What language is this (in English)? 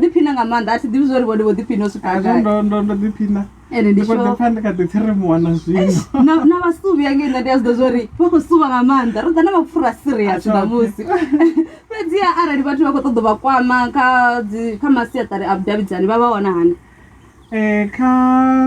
Venda